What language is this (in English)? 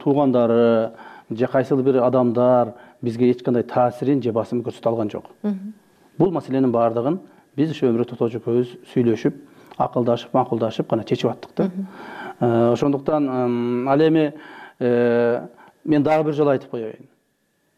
Kyrgyz